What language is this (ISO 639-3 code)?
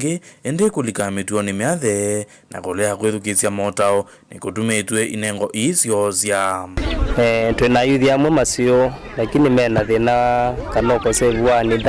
kam